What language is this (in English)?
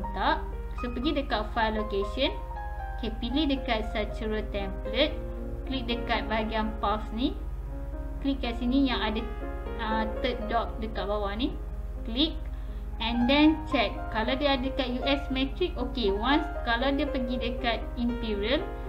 Malay